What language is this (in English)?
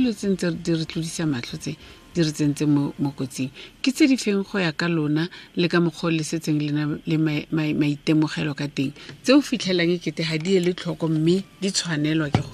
Tswana